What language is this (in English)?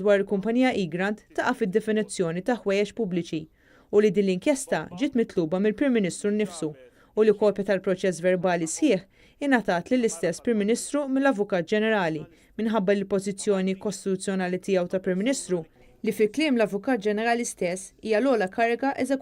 Maltese